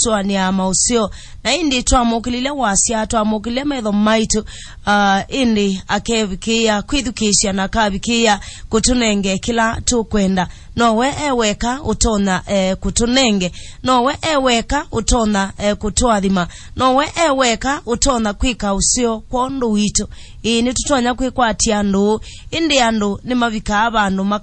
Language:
Kamba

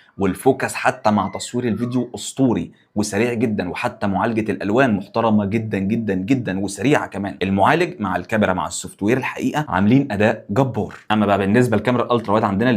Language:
Egyptian Arabic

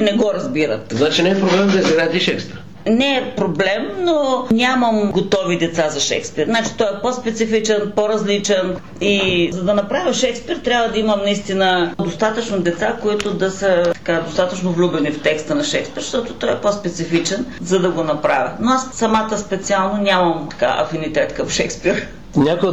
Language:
Bulgarian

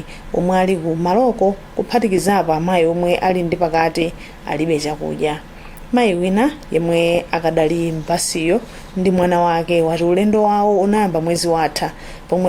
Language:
Nyanja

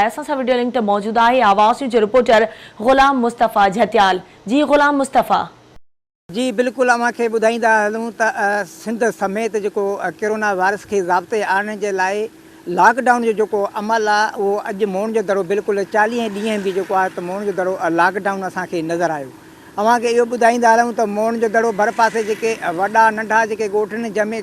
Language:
Sindhi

